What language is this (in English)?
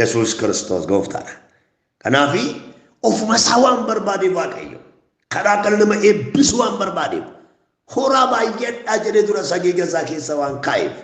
Oromo